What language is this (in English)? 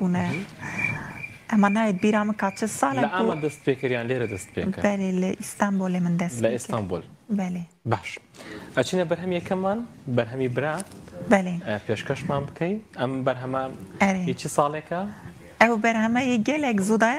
Kurdish